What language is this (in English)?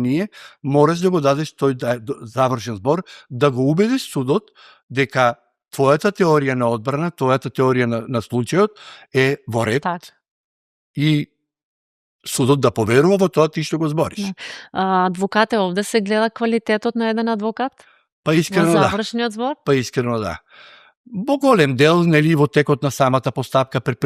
Macedonian